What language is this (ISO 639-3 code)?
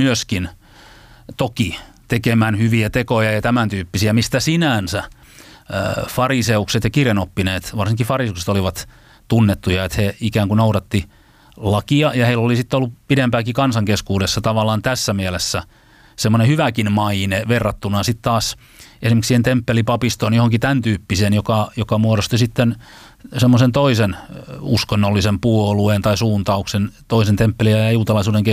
fin